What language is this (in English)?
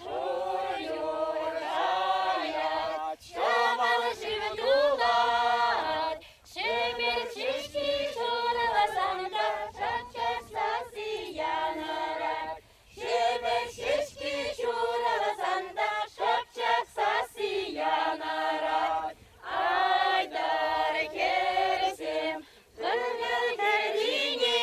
Chuvash